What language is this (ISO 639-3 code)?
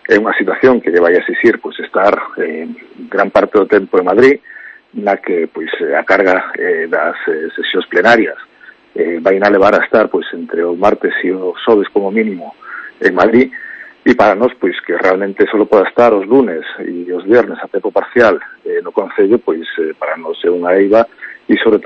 glg